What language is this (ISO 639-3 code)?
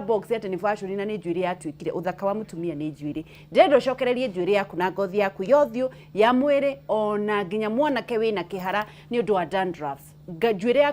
kik